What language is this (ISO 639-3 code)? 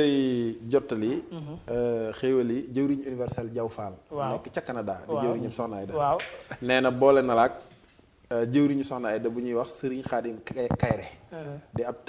wol